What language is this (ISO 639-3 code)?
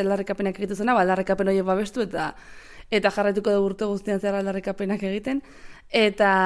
eus